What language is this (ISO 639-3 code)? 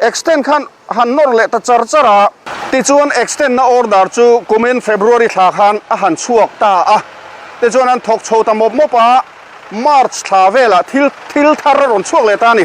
lus